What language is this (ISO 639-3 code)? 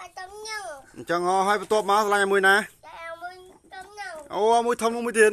khm